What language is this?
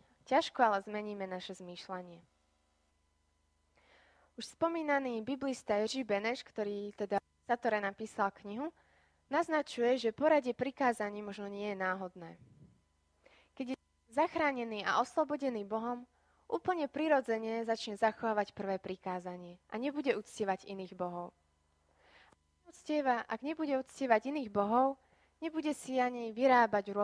Slovak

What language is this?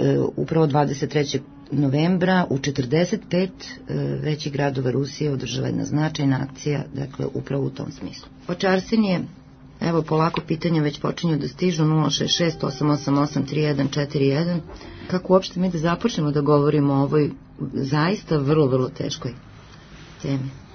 Serbian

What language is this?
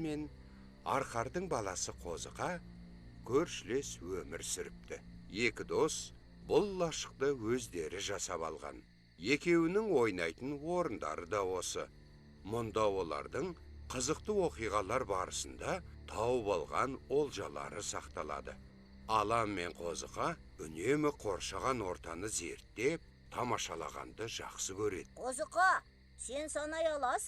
Kazakh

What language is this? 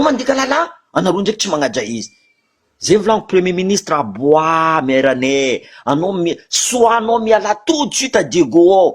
Malagasy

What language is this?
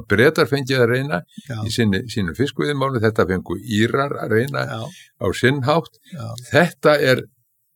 Icelandic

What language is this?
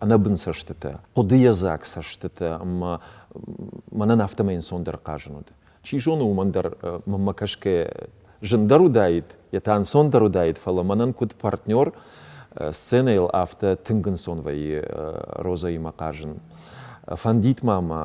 Ossetic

